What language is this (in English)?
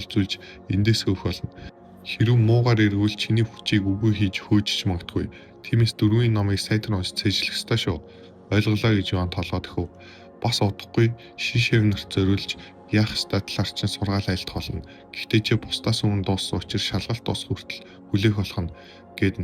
Mongolian